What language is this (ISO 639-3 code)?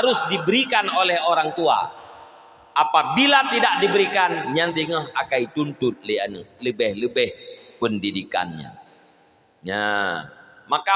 ace